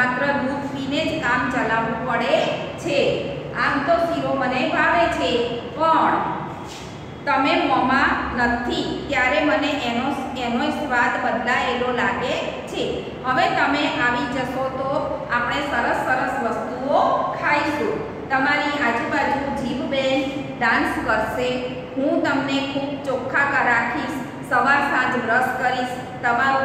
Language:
Gujarati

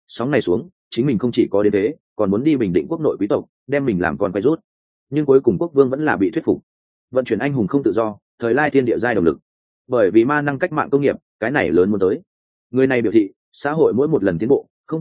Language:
Vietnamese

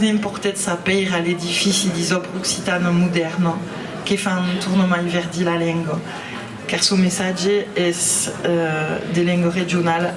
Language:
Occitan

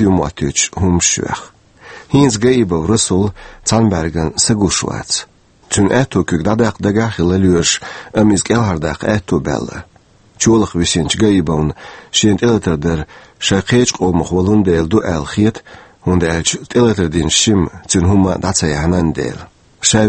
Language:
Chechen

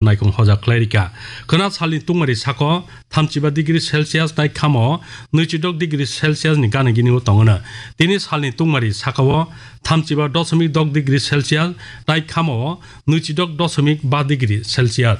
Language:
Kok Borok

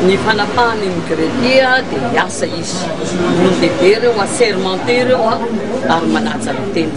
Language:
Malagasy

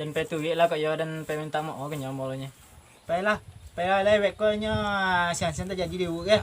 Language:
Minangkabau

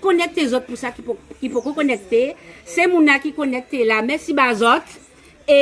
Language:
Guadeloupean Creole French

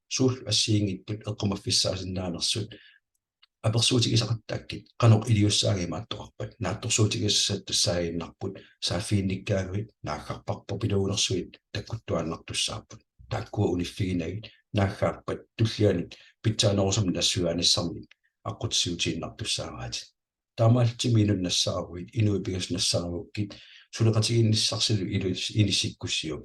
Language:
Kalaallisut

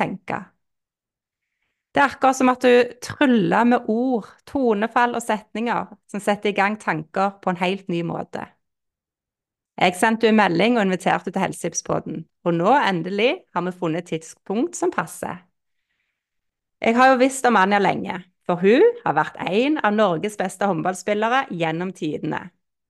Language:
Norwegian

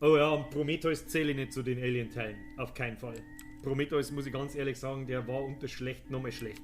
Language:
Bavarian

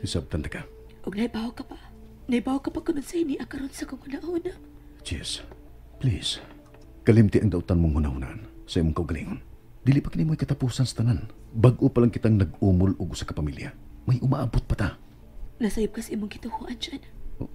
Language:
Cebuano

